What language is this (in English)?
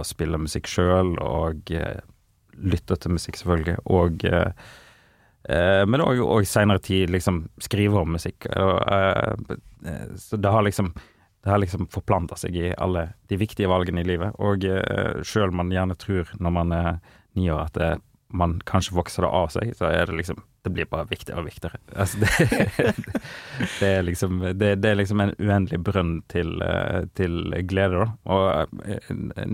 Norwegian